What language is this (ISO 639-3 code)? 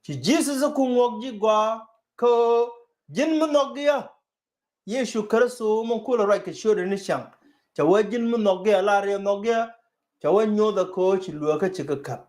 nus